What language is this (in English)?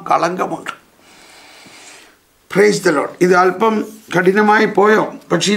Malayalam